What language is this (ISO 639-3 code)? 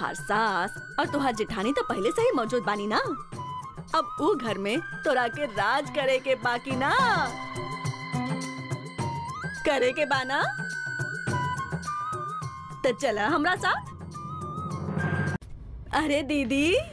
bho